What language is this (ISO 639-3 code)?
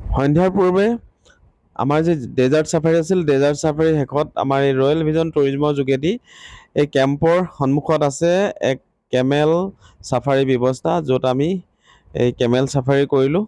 asm